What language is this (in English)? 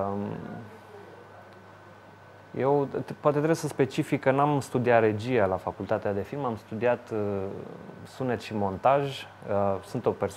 Romanian